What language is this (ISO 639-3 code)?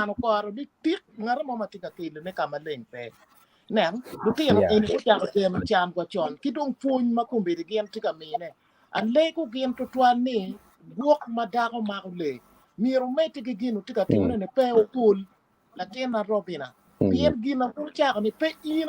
ach